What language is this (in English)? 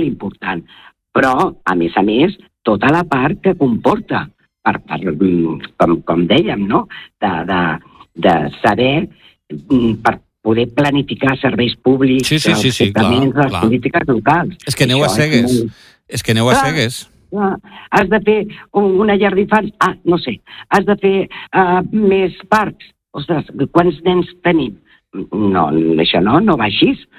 Catalan